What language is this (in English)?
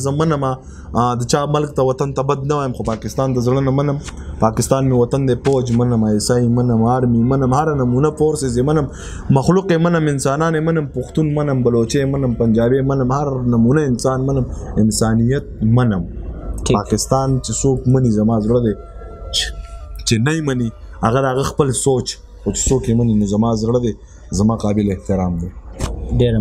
Pashto